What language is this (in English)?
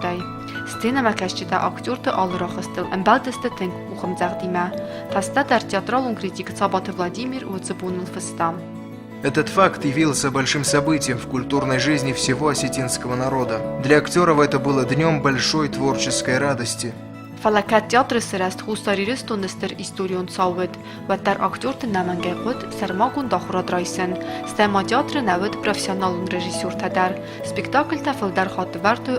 Ossetic